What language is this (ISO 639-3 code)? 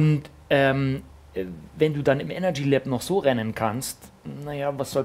deu